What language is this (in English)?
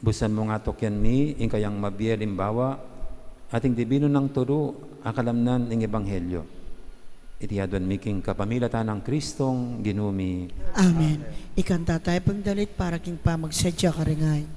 Pampanga